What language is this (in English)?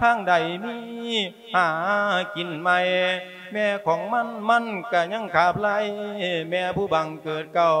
Lao